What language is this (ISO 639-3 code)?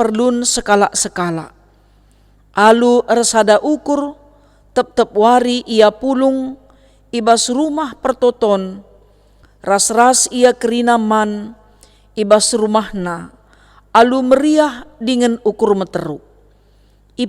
btx